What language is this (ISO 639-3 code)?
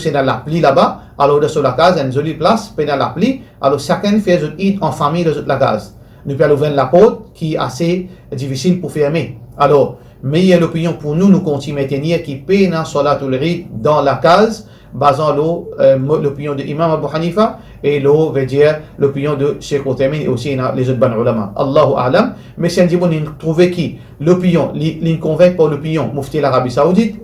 mfe